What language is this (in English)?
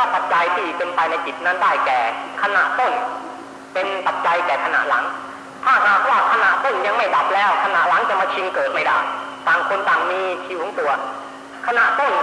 Thai